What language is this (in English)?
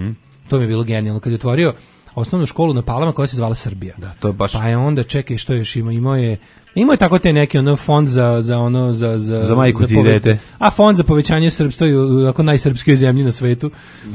Serbian